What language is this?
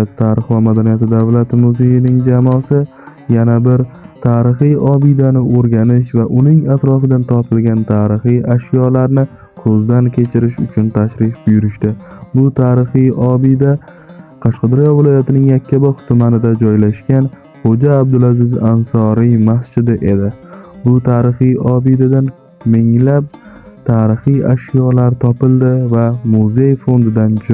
Uzbek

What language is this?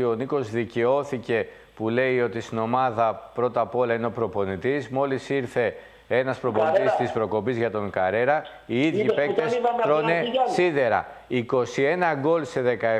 Greek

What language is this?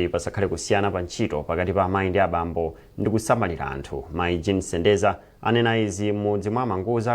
Nyanja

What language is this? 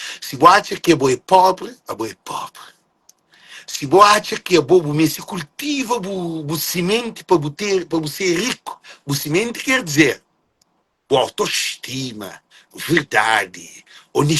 Kabuverdianu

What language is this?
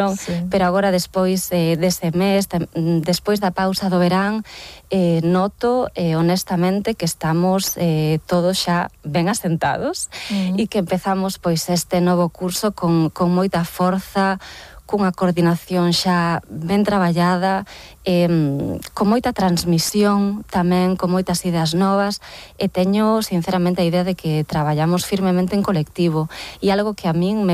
Galician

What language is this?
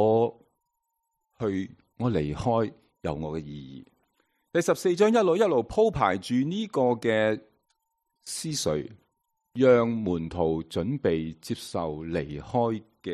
Cantonese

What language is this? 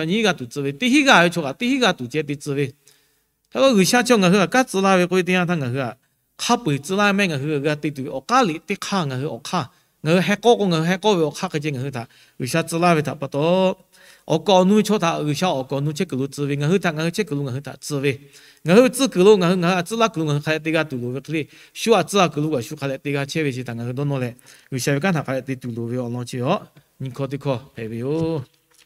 Lahu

